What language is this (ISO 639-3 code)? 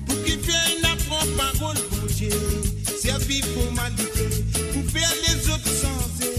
mfe